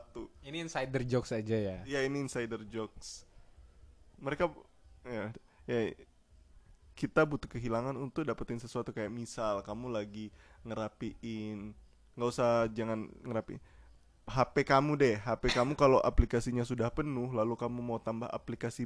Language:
Indonesian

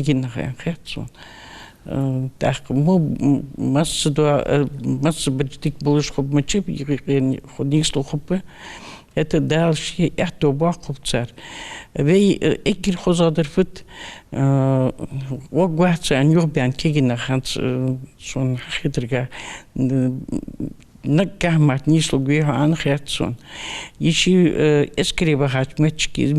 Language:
Ingush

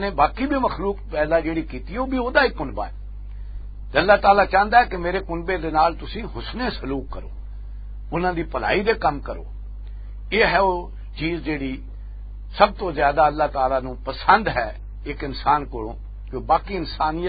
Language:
Western Panjabi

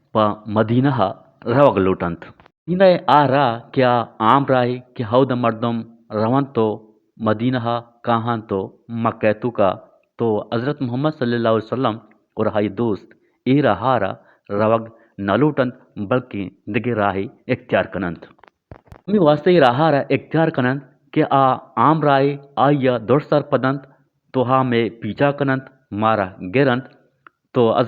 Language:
Eastern Balochi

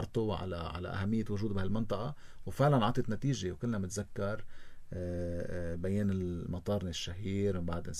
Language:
North Levantine Arabic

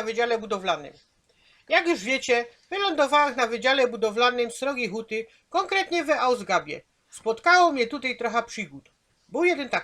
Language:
Silesian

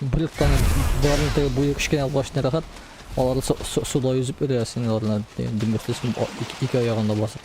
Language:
Tatar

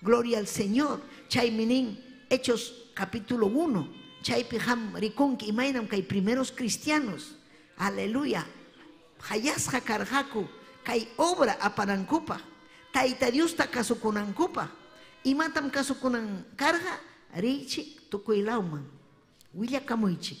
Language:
Ayacucho Quechua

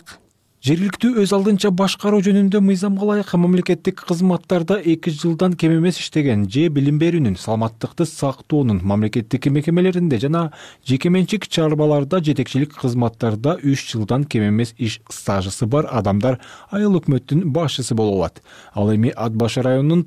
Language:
Kyrgyz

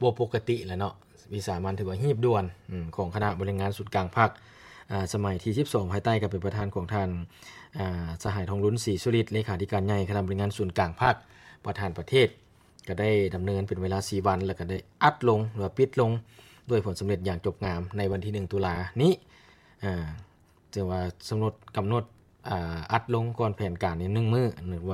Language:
Lao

